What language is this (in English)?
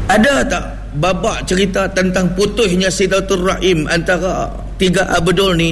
Malay